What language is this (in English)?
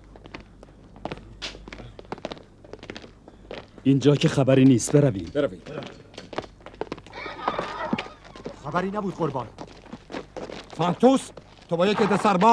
Persian